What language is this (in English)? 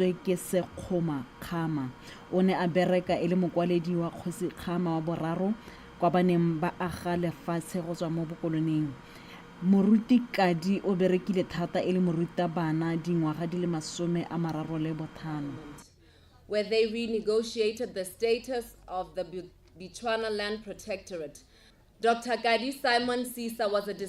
Tswana